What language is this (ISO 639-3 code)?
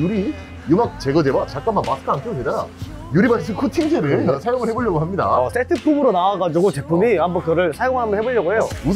kor